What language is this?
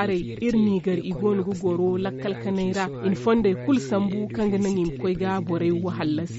Zarma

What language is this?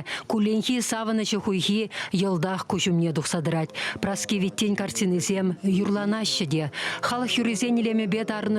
Chuvash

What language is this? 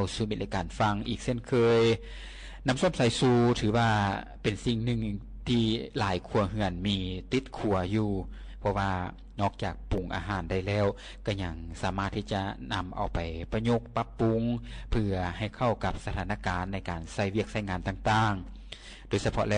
Lao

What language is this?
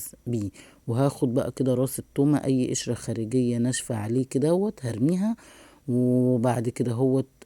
Egyptian Arabic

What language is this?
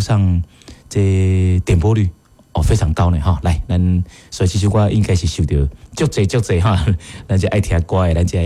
Min Nan Chinese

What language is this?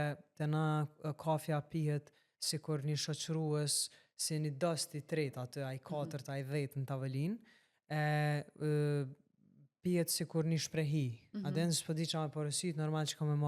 Albanian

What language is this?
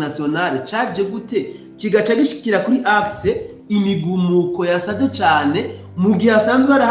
Rundi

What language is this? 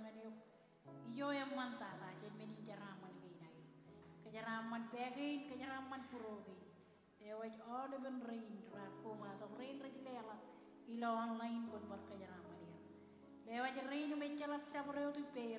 Marshallese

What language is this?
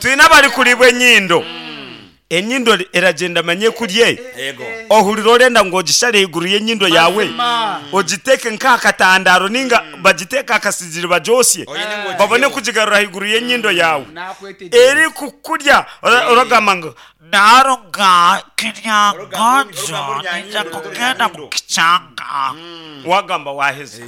Nyankole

